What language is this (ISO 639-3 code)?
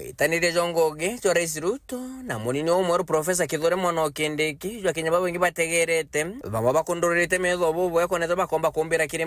mer